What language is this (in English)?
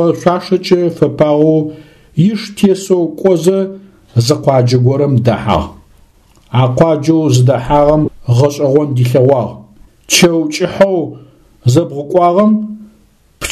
Adyghe